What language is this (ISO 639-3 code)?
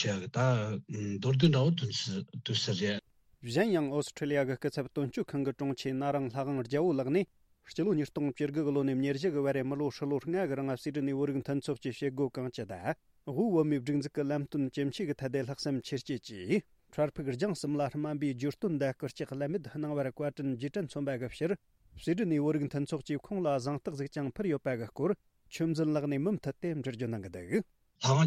bod